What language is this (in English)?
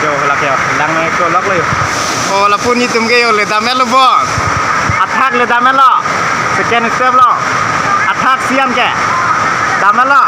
Karbi